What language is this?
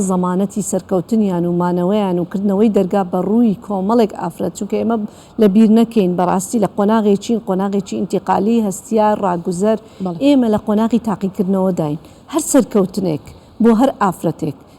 Central Kurdish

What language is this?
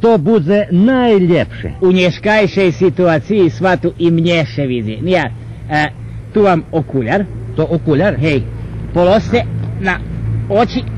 Rusyn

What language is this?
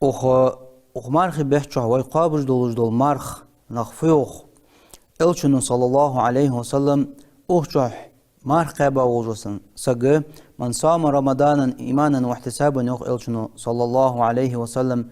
Ingush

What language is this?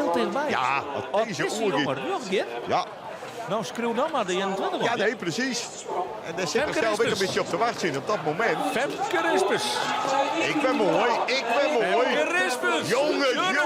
Western Frisian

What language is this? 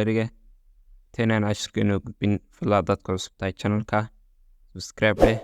Somali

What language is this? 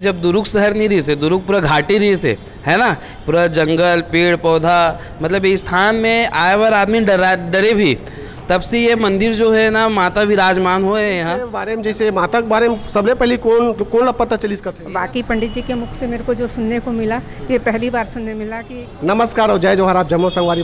Chhattisgarhi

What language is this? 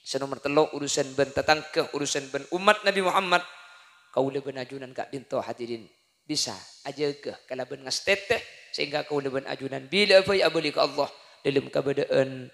Madurese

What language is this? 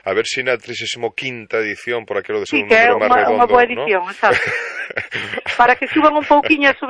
Galician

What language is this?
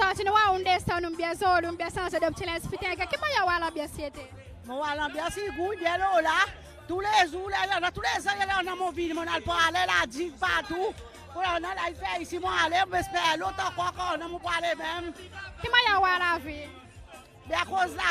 Seselwa Creole French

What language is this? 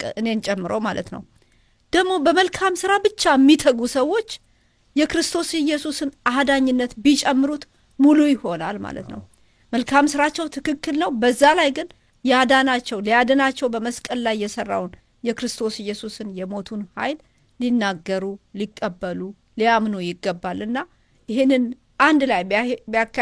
Amharic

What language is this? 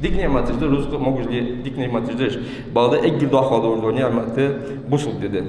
Ingush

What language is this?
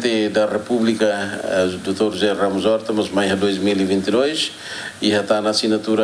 Tetum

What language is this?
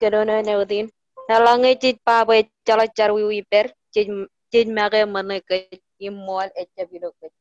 Marshallese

